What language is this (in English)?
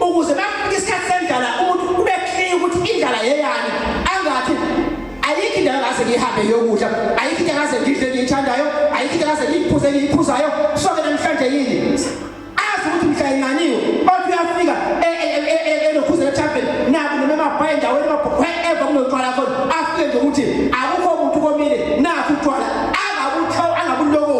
Zulu